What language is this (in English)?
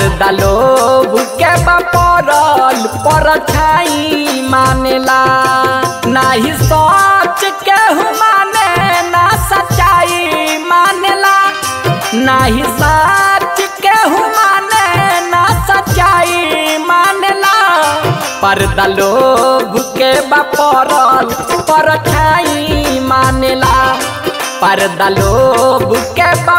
Bhojpuri